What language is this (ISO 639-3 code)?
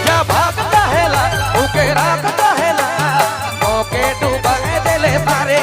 sck